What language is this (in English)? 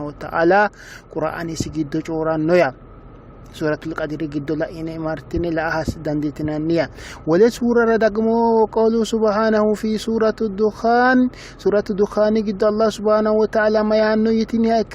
Sidamo